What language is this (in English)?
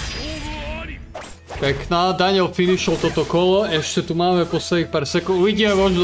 Slovak